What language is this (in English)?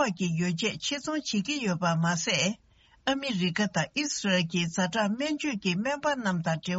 Tibetan